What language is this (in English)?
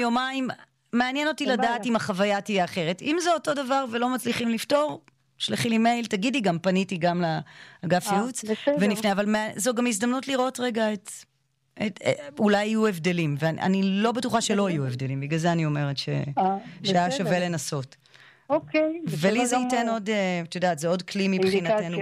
Hebrew